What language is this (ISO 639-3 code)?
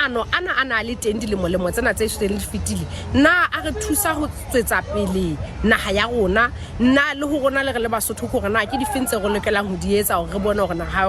sot